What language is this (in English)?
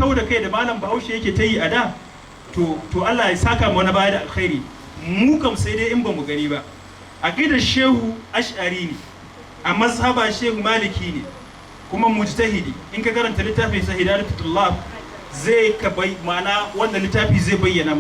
Hausa